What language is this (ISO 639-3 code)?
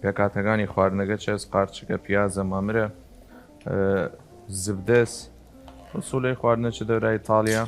sdh